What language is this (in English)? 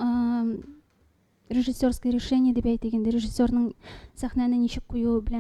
Tatar